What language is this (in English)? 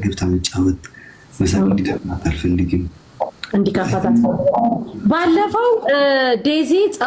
Amharic